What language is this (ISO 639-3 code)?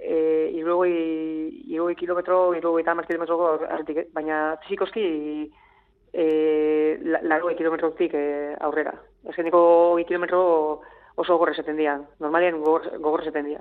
eus